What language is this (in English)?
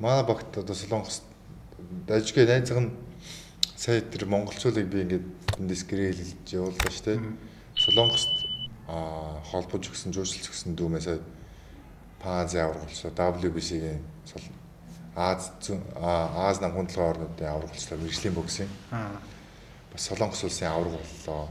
Mongolian